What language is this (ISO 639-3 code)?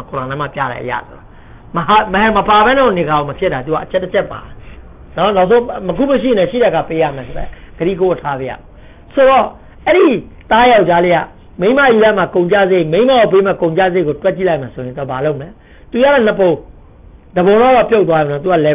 mya